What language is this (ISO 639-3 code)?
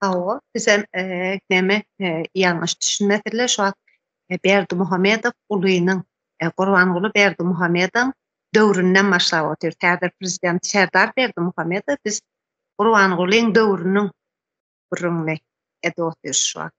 tuk